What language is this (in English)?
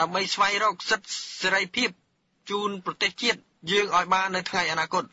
Khmer